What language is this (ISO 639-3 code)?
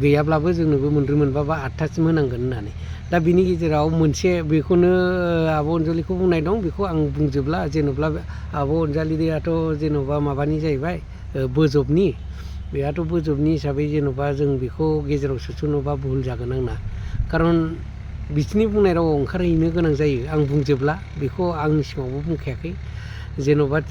brx